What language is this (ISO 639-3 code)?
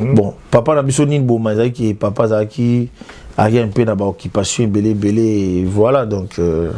lin